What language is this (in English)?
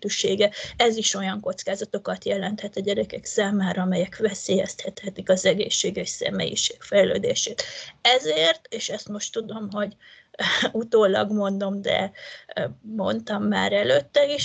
Hungarian